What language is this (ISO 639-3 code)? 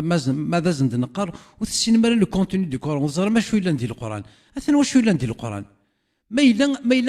kab